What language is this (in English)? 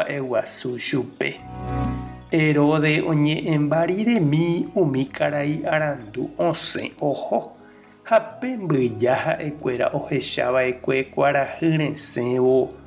Guarani